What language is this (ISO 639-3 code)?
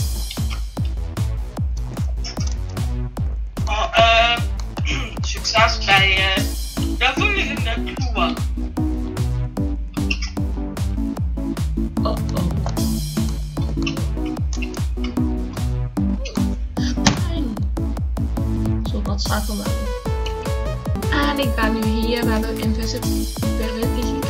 nld